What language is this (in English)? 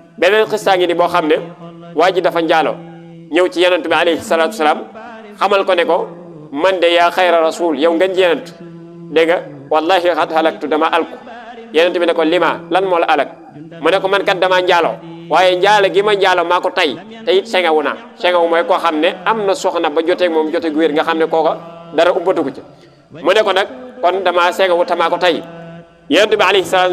Wolof